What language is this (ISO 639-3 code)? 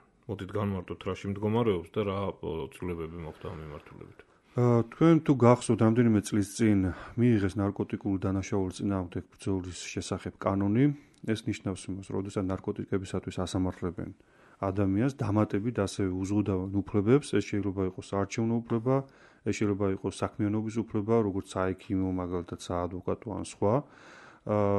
kat